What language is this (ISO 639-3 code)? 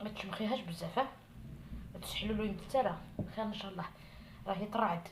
arq